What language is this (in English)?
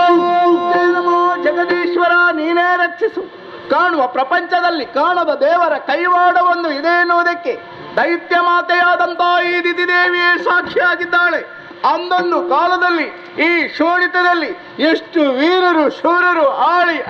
Kannada